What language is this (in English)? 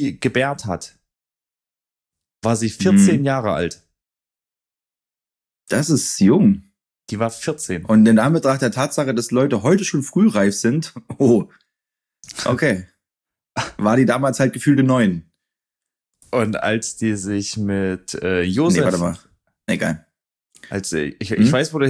German